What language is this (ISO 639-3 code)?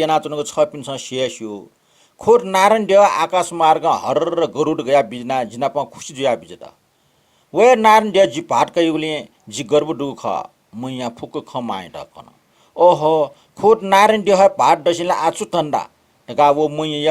new